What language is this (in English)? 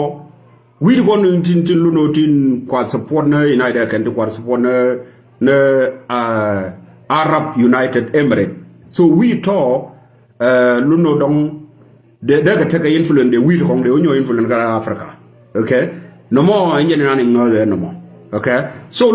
Nuer